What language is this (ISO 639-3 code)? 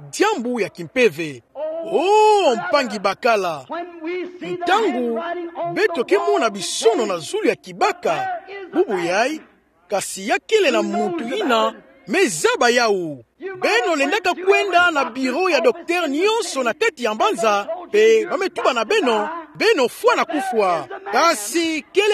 ktu